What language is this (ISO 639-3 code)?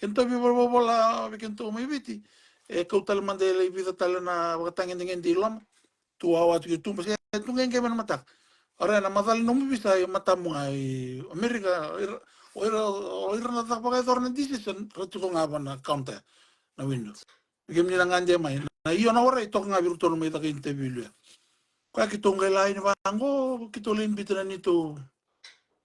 fij